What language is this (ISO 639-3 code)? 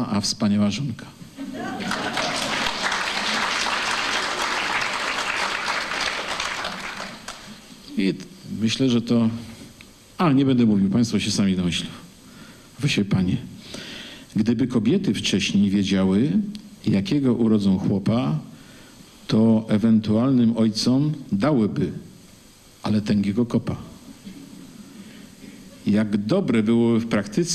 pol